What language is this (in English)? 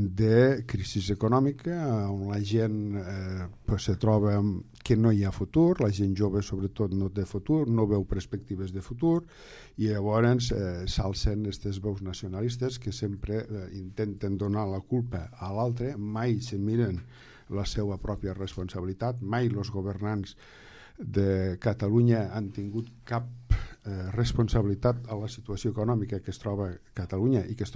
Catalan